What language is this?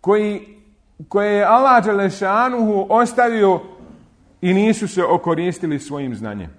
Bosnian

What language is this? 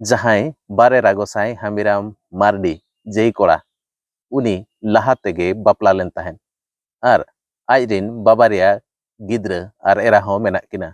Santali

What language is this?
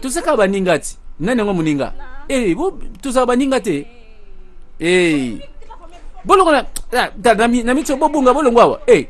Lingala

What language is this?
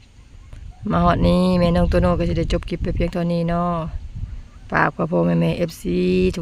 Lao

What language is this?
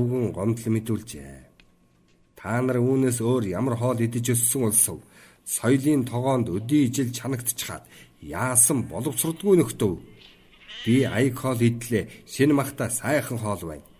Mongolian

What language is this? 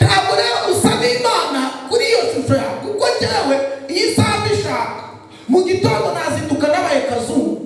Kinyarwanda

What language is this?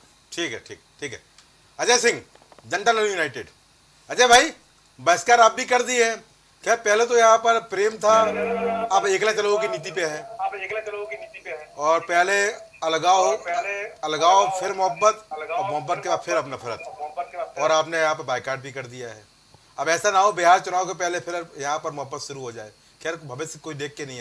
Hindi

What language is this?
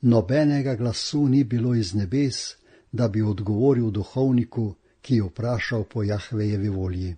Slovenian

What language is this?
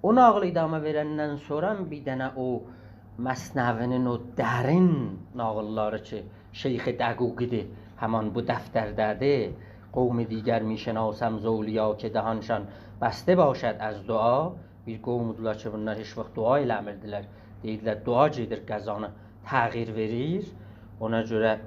South Azerbaijani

